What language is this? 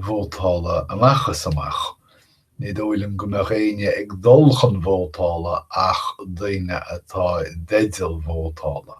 Irish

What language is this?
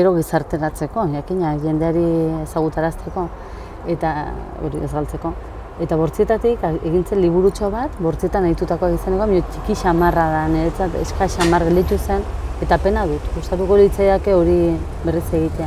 Basque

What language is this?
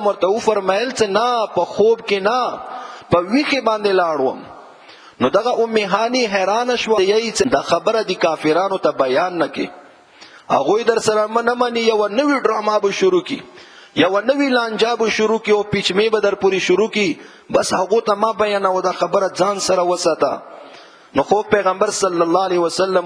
Pashto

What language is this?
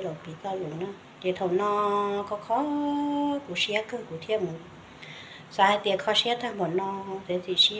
Hmong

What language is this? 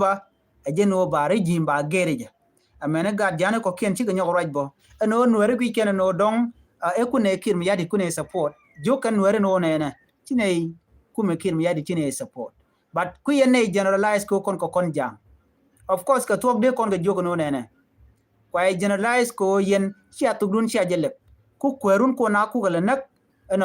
Nuer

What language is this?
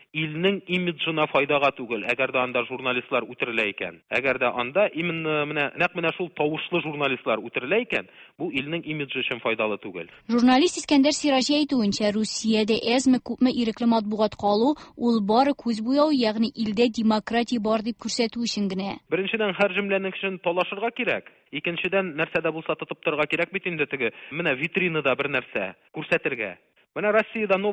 Tatar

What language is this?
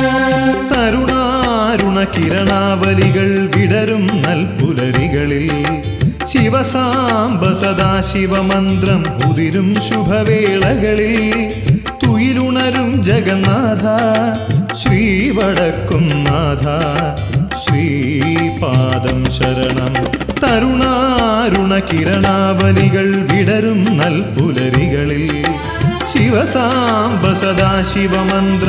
Malayalam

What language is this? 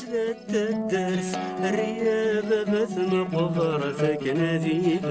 Kabyle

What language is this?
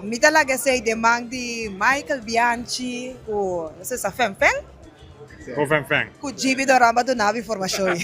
Papiamento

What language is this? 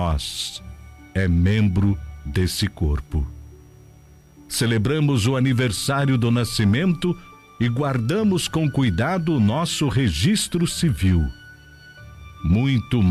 Portuguese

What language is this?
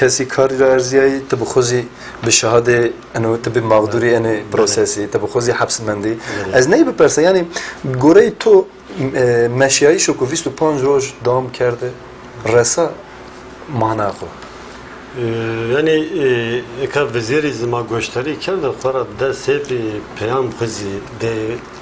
Zaza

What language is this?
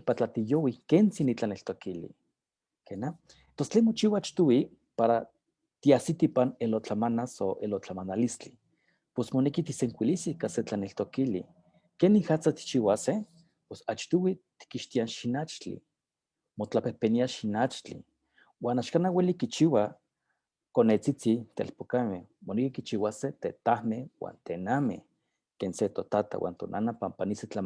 Eastern Huasteca Nahuatl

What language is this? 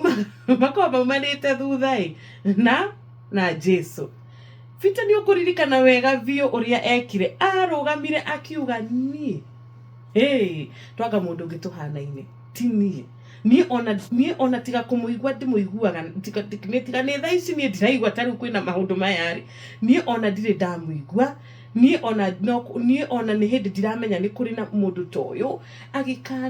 Kikuyu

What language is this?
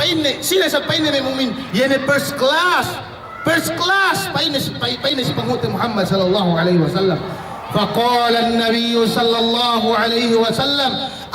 Yakan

